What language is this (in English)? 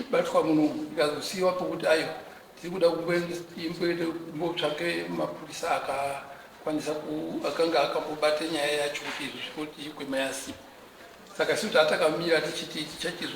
Shona